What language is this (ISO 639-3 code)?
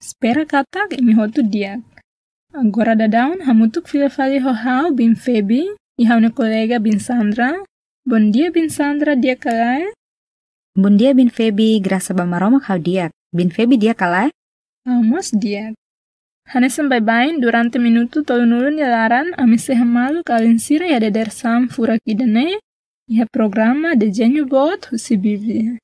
tet